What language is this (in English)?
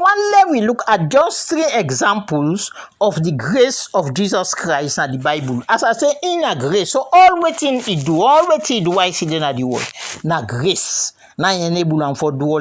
Krio